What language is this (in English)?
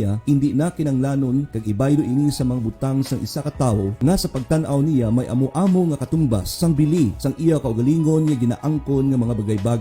Hiligaynon